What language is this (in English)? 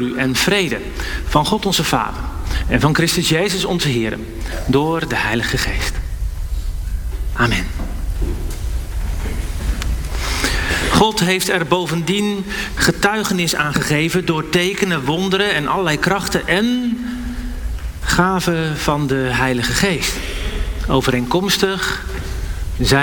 Dutch